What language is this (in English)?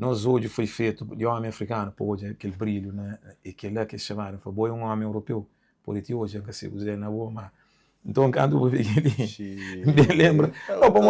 Kabuverdianu